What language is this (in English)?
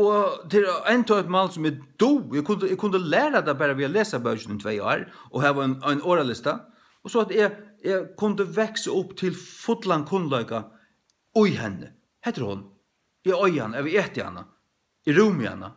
Faroese